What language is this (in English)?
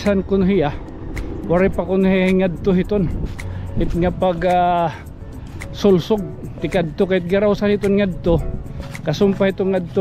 Waray